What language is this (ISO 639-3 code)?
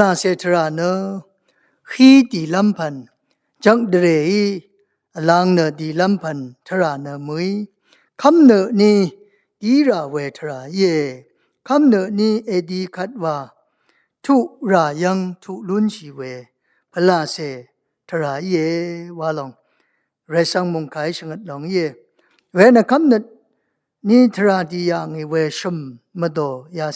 raw